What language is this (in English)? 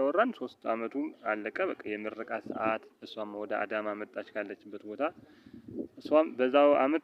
Amharic